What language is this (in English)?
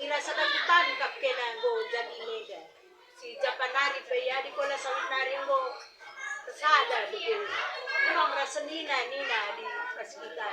Batak Karo